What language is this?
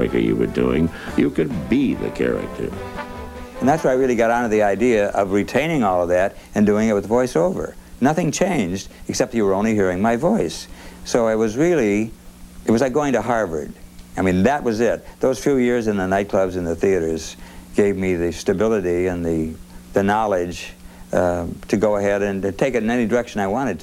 English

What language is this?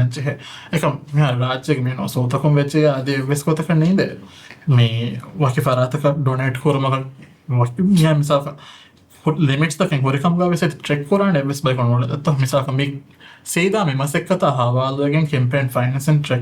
Divehi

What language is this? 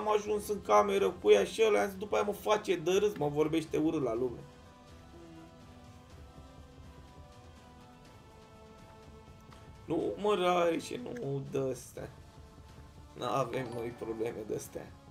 Romanian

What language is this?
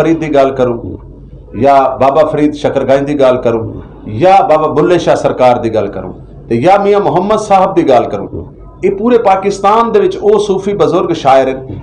Western Panjabi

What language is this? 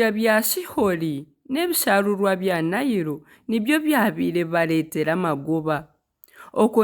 Nyankole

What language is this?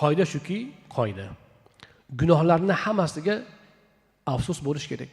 Uzbek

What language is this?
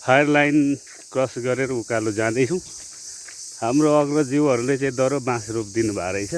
Nepali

